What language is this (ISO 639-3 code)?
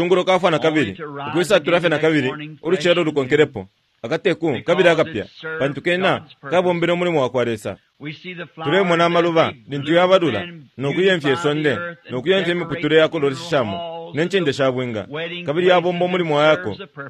bem